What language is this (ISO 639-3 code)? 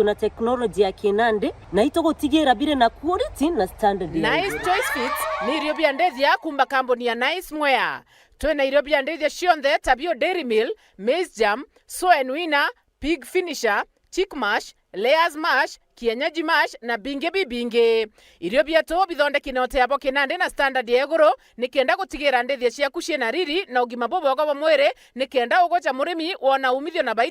mer